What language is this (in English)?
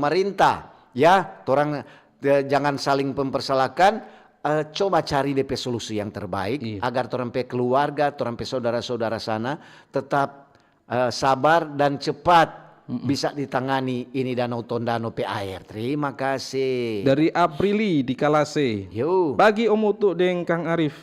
Manado Malay